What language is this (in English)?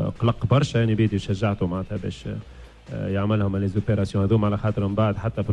Tunisian Arabic